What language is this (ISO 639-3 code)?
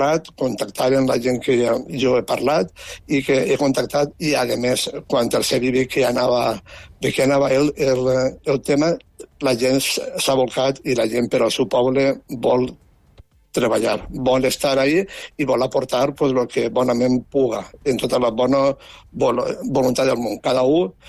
cat